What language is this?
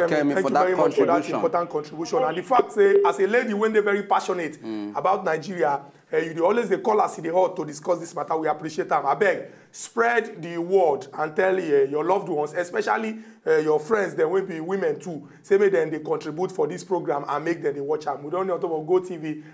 Nigerian Pidgin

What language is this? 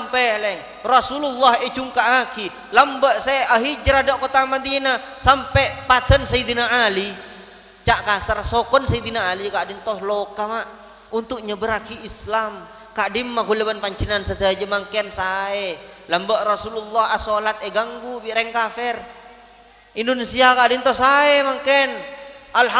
Madurese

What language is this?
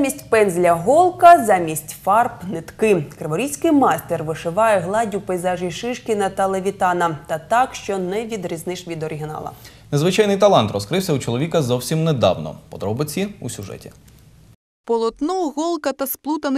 Ukrainian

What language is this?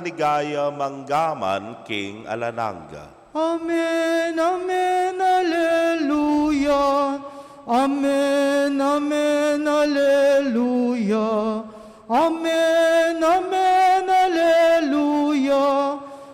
Pampanga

